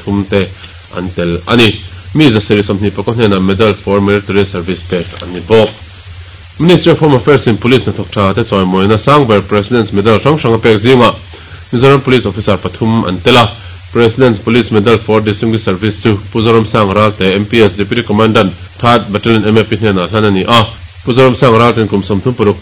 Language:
Mizo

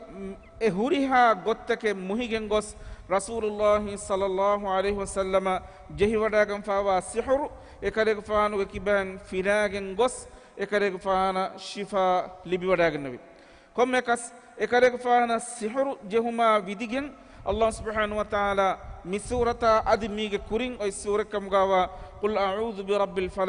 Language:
Divehi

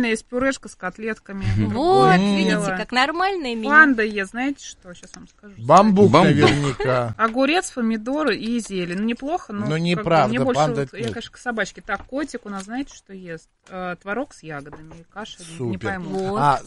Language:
Russian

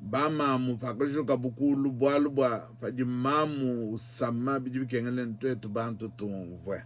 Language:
Luba-Lulua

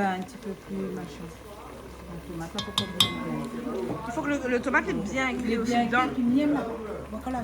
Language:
Réunion Creole French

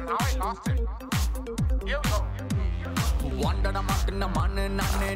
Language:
Tamil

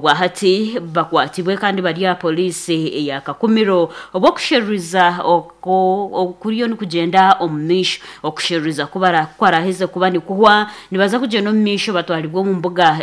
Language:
Nyankole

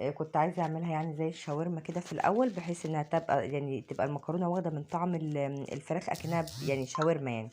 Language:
Egyptian Arabic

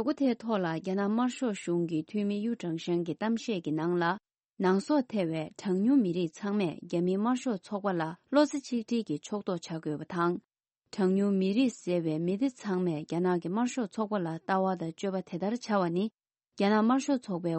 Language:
Tibetan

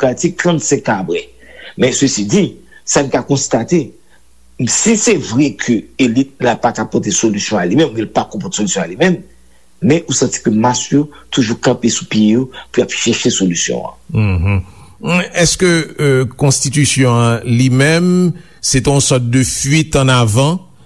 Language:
Haitian Creole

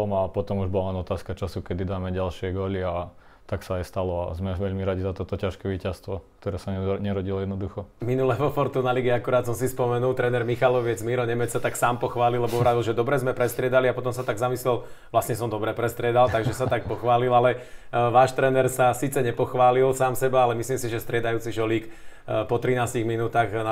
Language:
Slovak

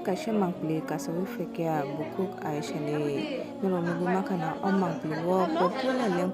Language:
Kok Borok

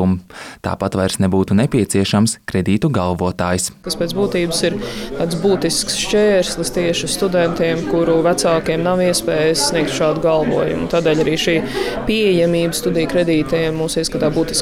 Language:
Latvian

